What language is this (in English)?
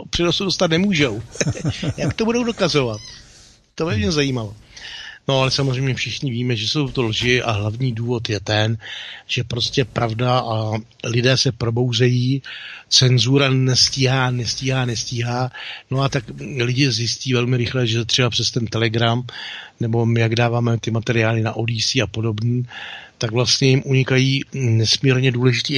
Czech